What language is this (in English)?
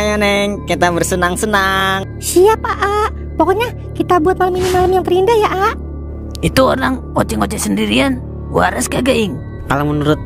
Betawi